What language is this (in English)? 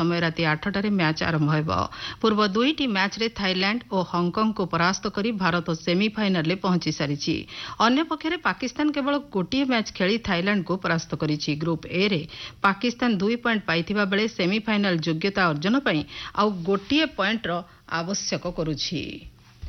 Odia